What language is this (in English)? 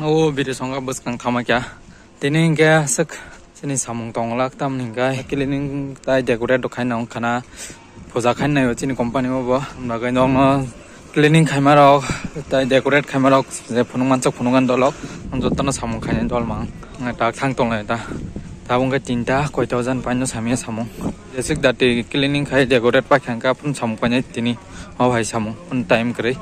Kok Borok